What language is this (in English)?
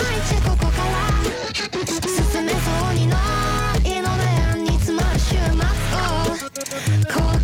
Japanese